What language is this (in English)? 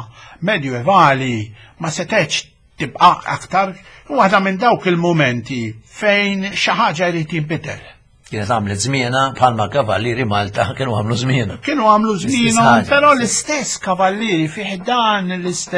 Maltese